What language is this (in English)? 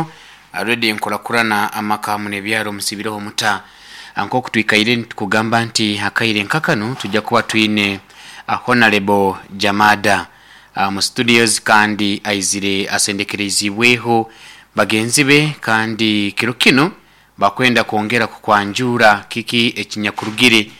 Nyoro